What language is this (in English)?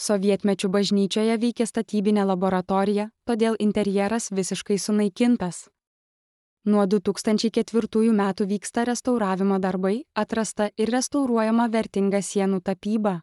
Lithuanian